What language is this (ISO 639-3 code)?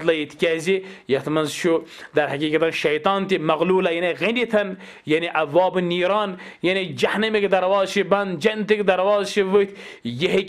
kas